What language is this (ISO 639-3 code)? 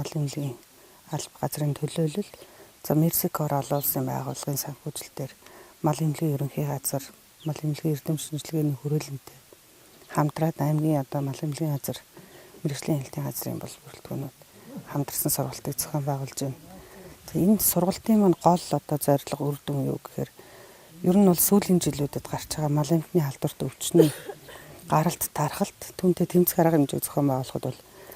mon